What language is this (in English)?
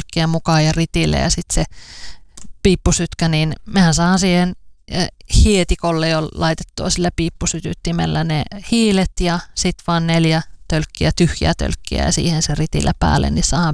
Finnish